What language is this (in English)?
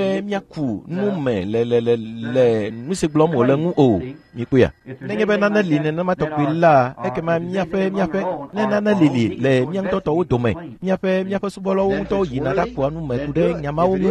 Ewe